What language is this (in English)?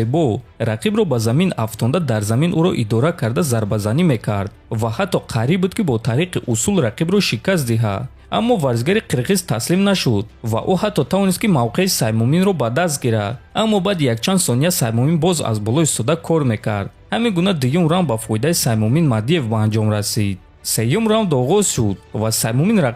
Tajik